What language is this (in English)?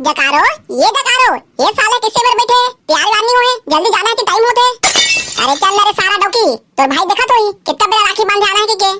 Chhattisgarhi